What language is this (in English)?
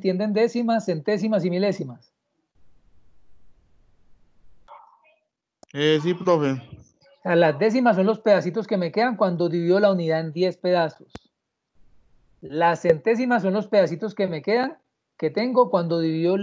Spanish